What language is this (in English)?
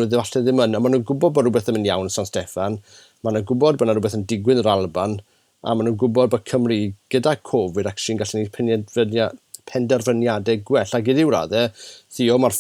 Welsh